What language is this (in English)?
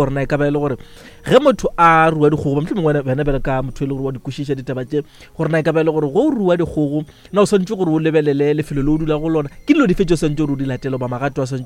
Northern Sotho